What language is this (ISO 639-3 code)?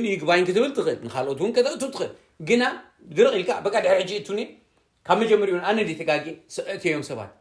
tir